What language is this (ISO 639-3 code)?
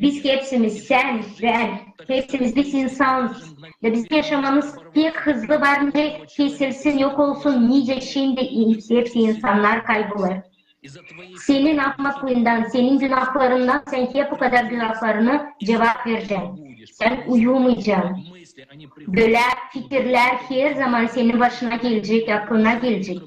gag